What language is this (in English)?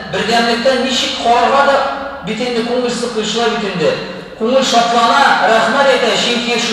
Tatar